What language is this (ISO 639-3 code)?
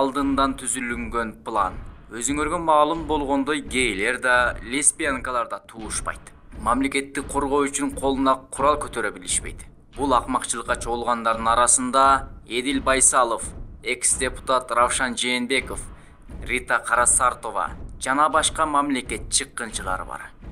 kir